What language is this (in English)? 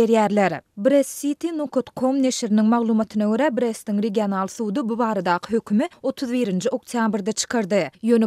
Turkmen